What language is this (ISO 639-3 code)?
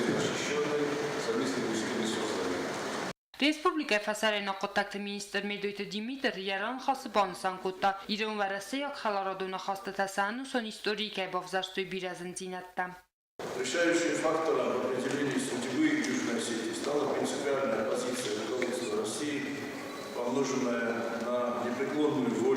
oss